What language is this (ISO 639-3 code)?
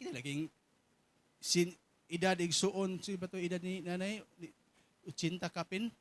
ceb